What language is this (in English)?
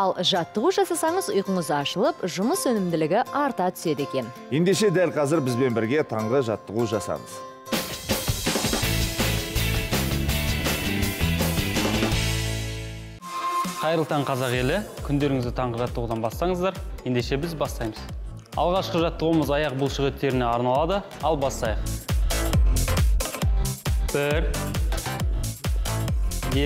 Kazakh